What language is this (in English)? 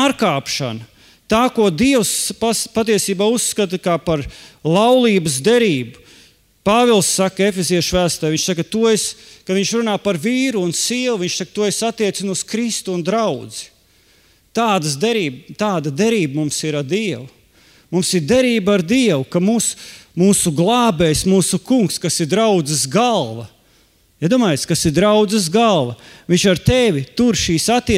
Latvian